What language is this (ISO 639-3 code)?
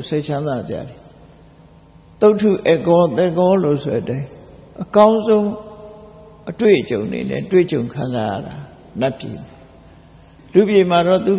mya